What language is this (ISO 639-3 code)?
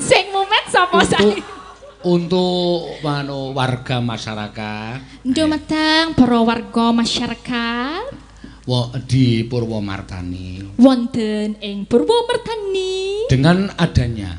jav